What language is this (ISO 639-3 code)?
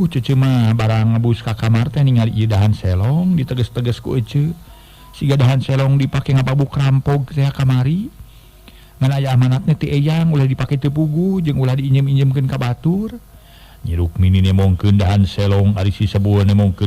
sun